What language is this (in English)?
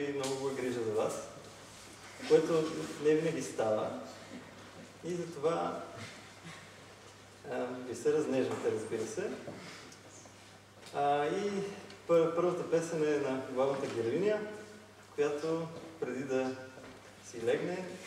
Bulgarian